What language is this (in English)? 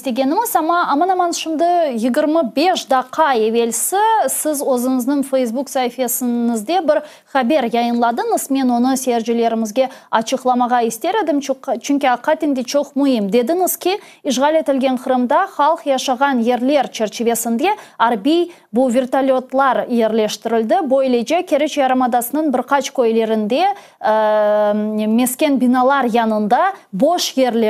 Crimean Tatar